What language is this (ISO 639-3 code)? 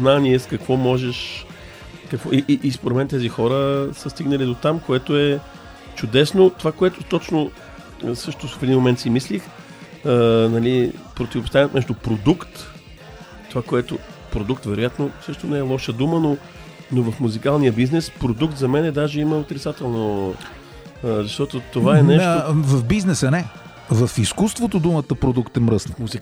bul